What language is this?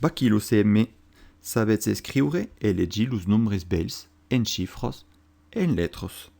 Occitan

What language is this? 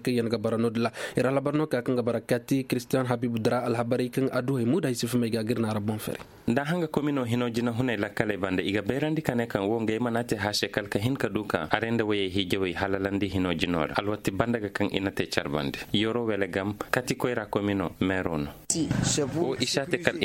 Koyraboro Senni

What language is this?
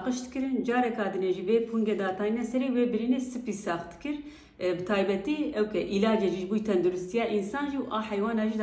Kurdish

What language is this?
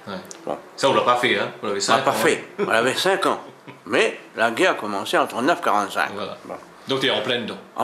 Réunion Creole French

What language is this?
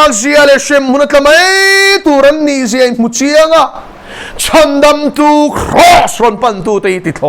Mizo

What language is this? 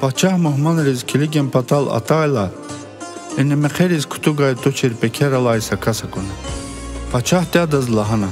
Lezghian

